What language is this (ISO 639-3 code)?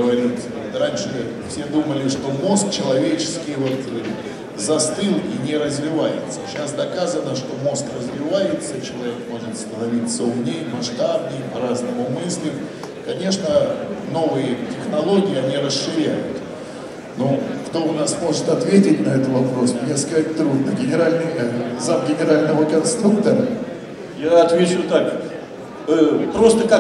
rus